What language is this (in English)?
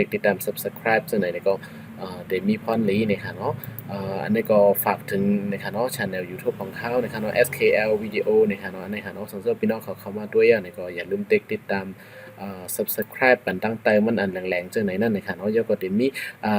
Shan